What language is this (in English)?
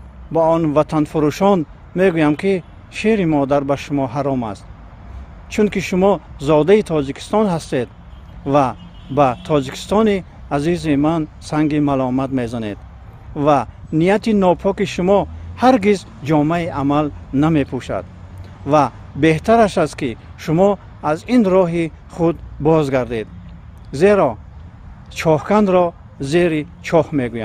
Tajik